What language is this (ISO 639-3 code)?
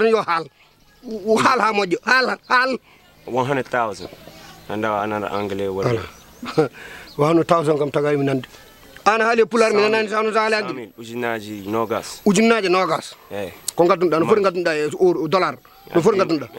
ful